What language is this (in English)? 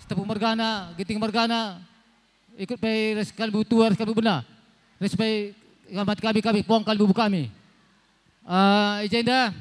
Batak Karo